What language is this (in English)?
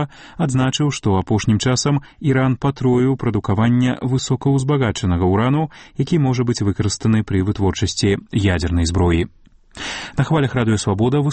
Belarusian